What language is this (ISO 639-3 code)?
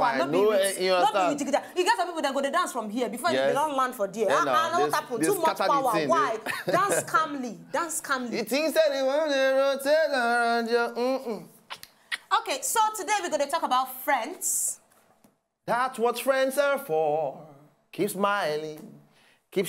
pcm